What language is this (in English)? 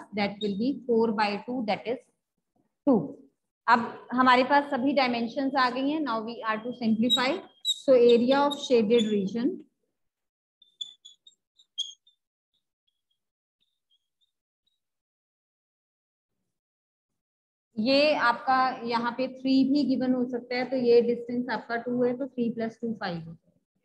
Hindi